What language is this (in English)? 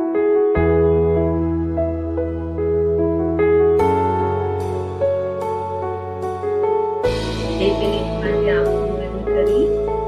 Gujarati